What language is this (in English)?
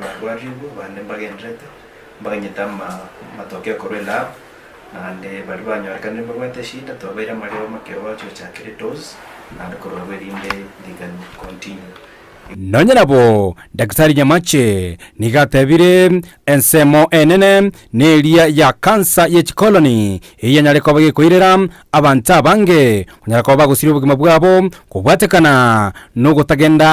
Gusii